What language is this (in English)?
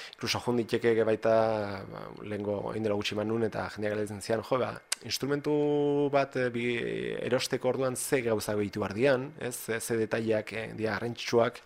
Basque